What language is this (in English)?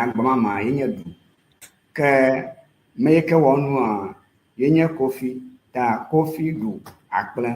Ewe